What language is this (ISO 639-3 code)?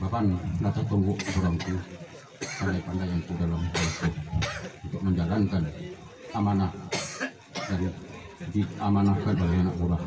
min